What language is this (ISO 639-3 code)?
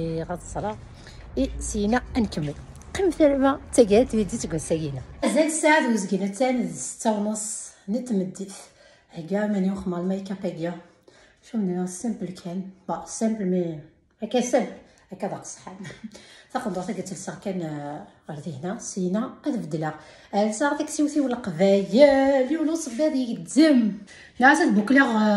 kab